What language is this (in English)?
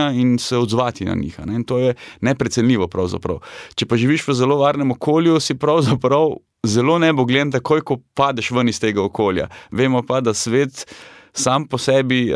Slovenian